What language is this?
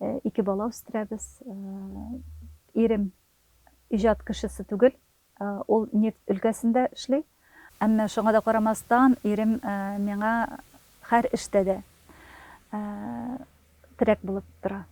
Tatar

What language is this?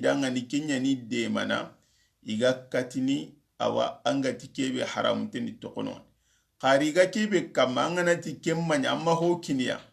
Soninke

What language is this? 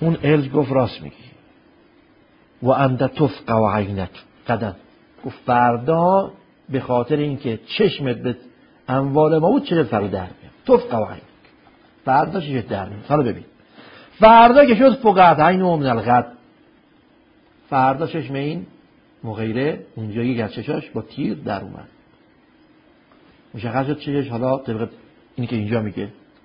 Persian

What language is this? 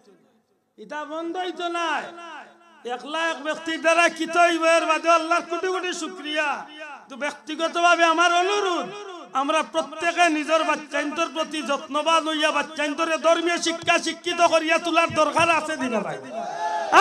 Sylheti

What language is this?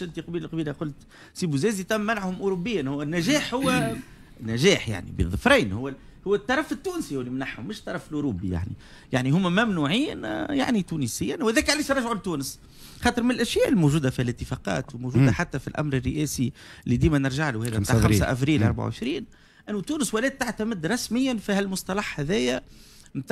Tunisian Arabic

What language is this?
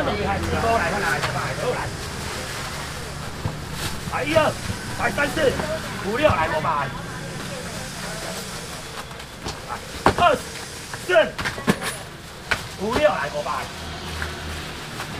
Min Nan Chinese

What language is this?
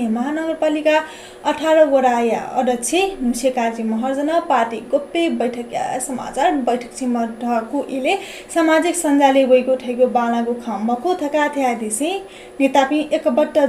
Newari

